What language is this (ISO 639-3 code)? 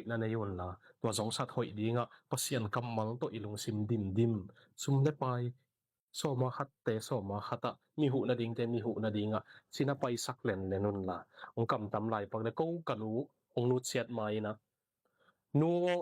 ctd